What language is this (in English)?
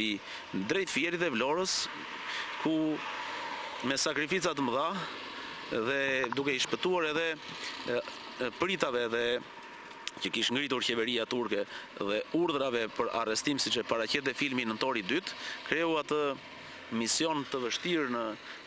Albanian